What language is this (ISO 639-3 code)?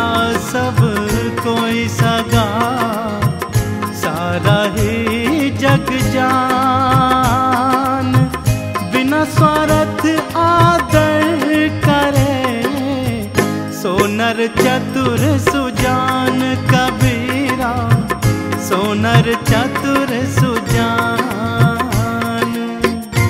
hin